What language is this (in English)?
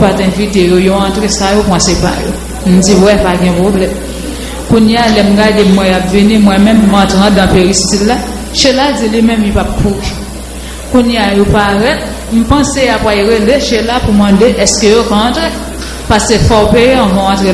Haitian Creole